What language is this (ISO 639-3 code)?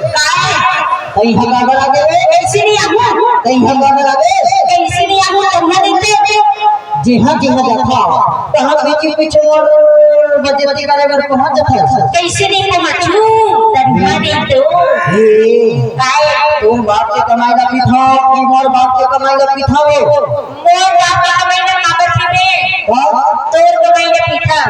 hne